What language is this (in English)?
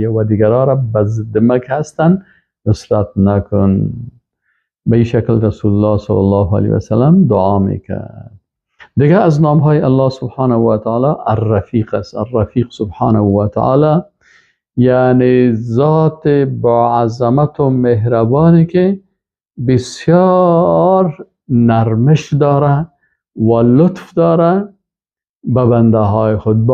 Persian